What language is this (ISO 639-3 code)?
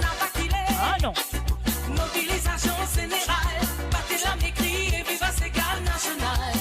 mfe